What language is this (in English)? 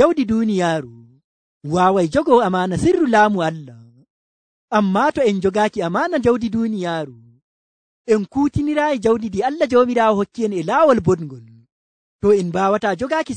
Nigerian Fulfulde